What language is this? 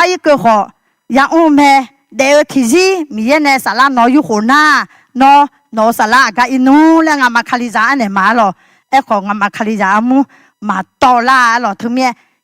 Akha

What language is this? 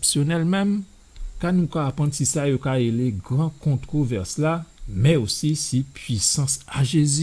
Guadeloupean Creole French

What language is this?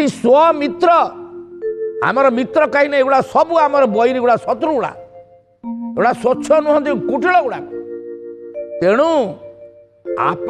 Odia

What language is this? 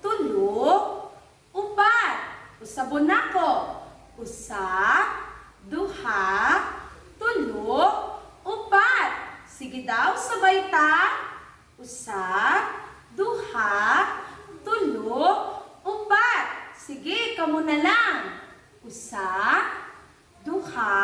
Cebuano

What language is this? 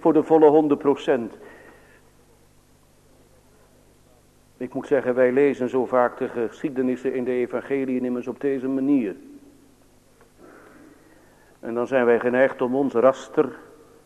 Dutch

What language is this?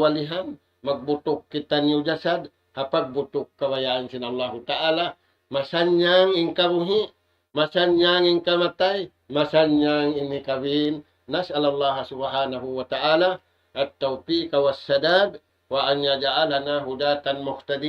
Tausug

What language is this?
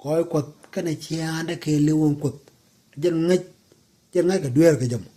Nuer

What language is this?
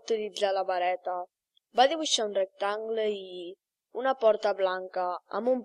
Catalan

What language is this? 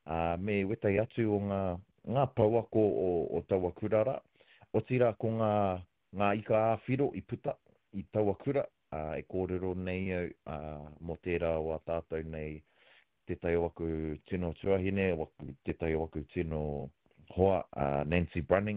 Māori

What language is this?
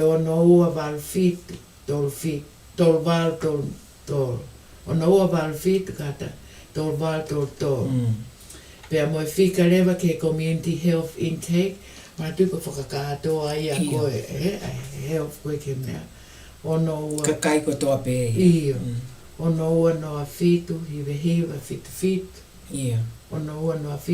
Tongan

